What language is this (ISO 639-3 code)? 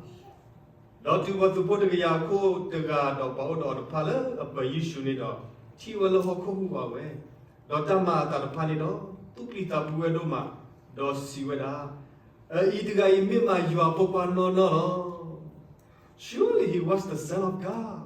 ksw